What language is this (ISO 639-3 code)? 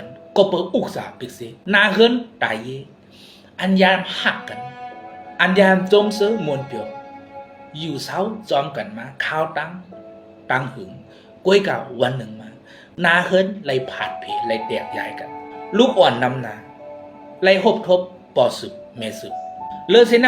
shn